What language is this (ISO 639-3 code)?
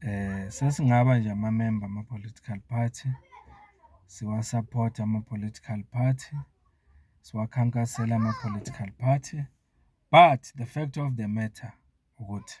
zul